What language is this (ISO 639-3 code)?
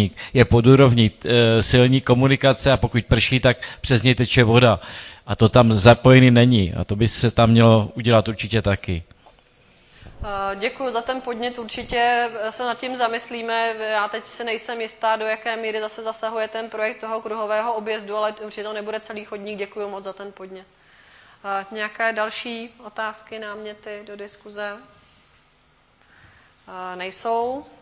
ces